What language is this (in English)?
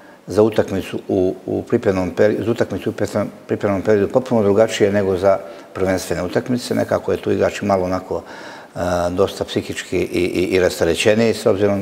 Croatian